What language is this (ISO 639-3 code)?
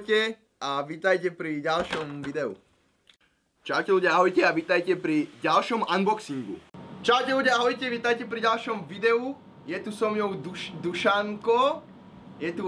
slk